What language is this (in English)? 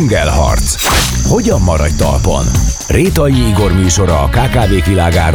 Hungarian